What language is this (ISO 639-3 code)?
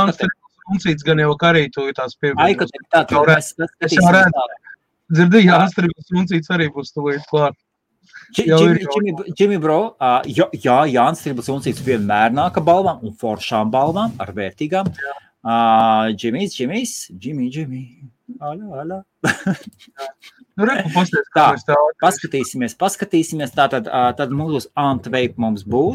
lav